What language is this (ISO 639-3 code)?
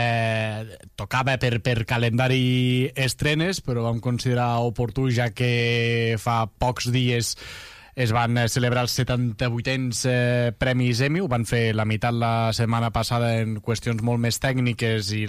cat